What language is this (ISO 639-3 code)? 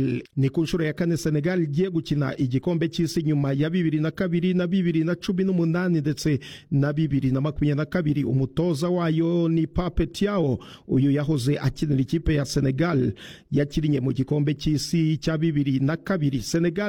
kin